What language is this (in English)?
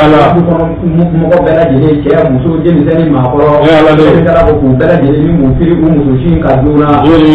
Bambara